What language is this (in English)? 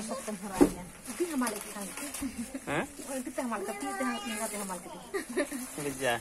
Santali